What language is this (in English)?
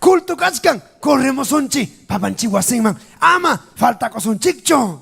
Ayacucho Quechua